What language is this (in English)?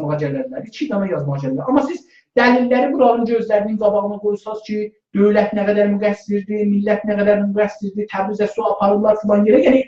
South Azerbaijani